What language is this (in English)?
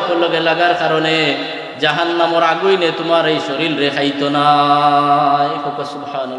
Sylheti